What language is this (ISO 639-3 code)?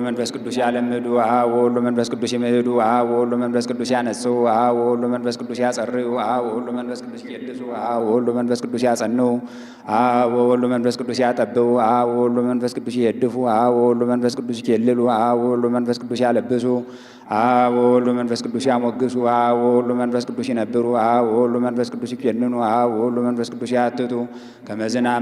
gez